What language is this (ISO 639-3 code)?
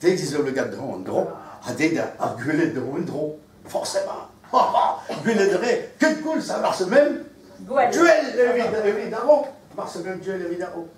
bre